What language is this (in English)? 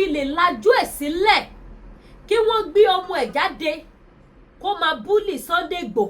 Yoruba